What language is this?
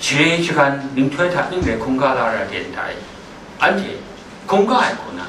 Kachin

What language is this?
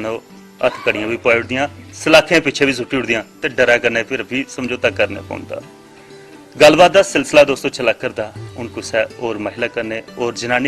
Dogri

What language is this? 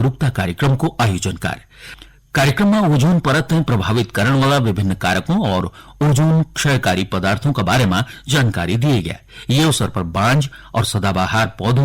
Garhwali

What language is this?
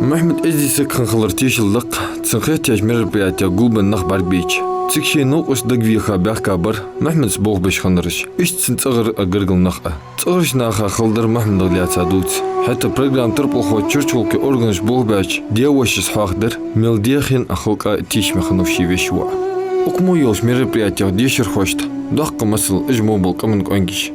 Ingush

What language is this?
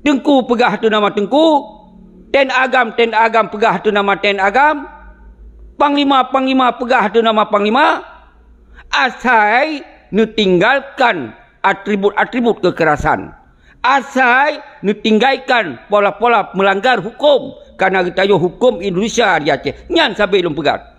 Achinese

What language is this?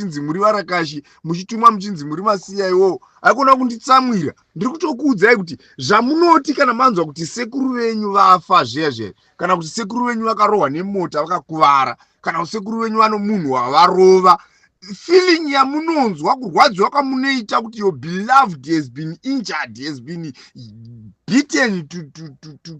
Shona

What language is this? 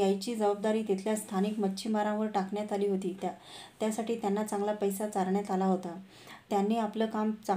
Marathi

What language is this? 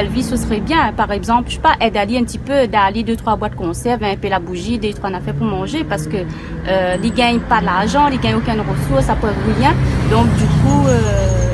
Réunion Creole French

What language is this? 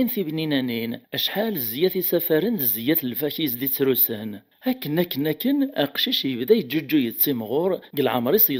Kabyle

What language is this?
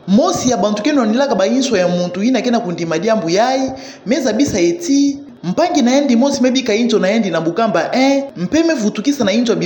Kituba (Democratic Republic of Congo)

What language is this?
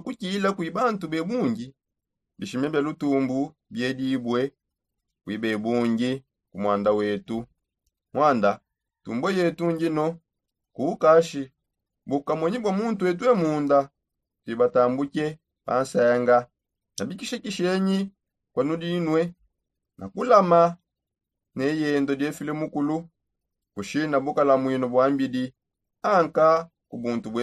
Songe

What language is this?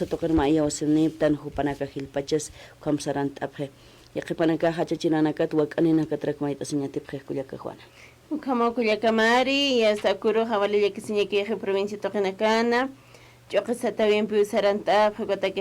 Aymara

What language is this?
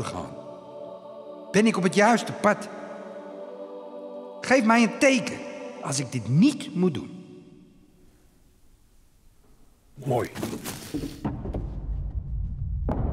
Dutch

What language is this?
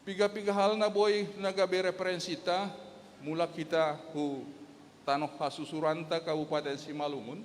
Batak Simalungun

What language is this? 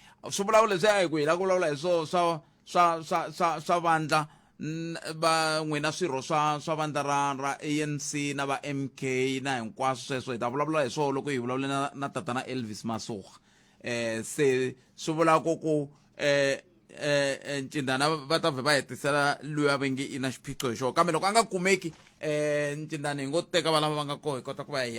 Tsonga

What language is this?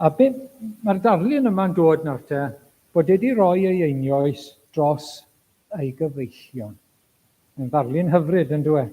Welsh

